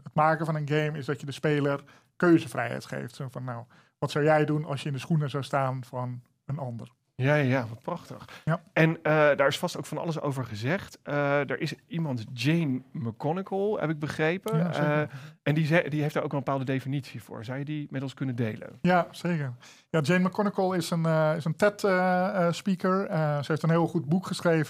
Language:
Dutch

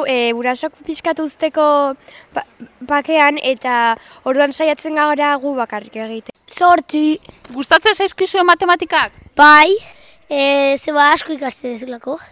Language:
Basque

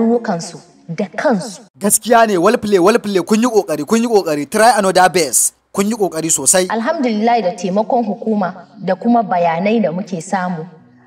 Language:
Hausa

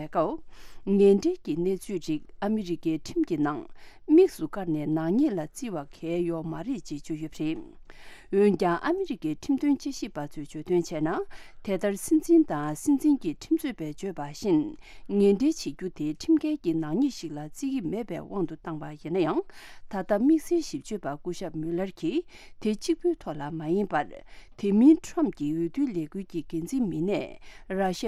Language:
Tibetan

